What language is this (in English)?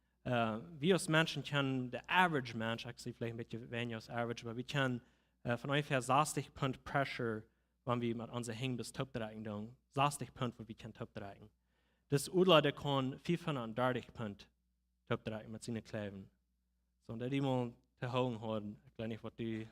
Plautdietsch